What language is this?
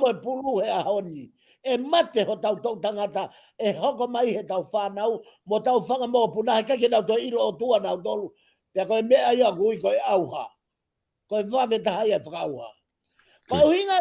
Tongan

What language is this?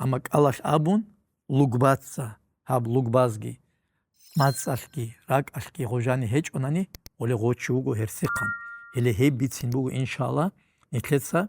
Avaric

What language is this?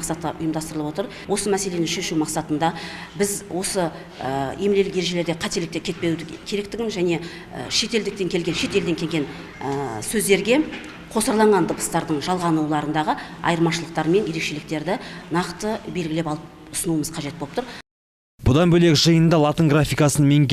Kazakh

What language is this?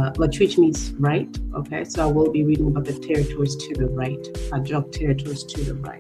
Acoli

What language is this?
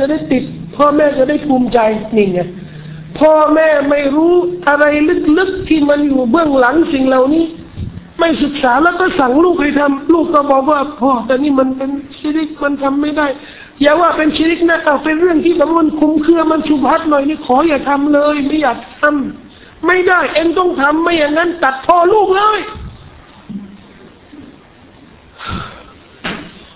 Thai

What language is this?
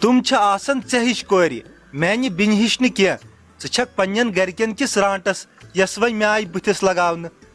Kashmiri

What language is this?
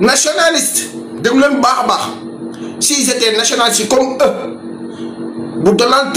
Wolof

